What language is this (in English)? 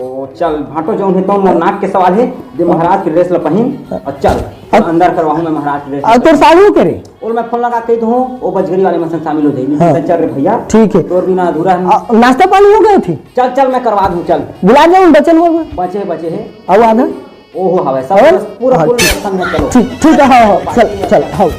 Chhattisgarhi